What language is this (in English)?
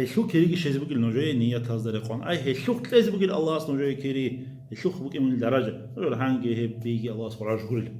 Avaric